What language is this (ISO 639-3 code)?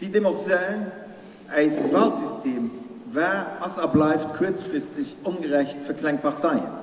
ltz